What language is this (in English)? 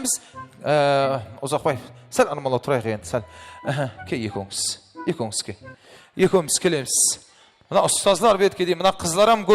Kara-Kalpak